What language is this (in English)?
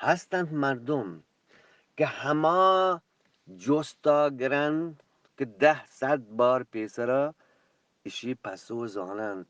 Eastern Balochi